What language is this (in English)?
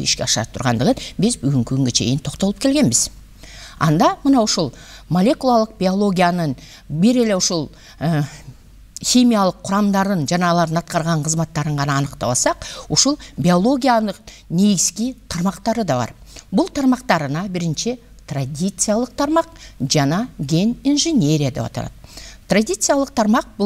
Kyrgyz